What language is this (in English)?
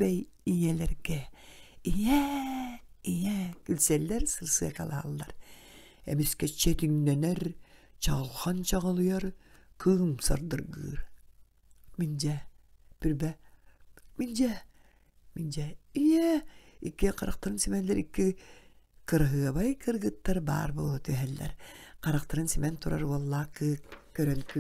Yakut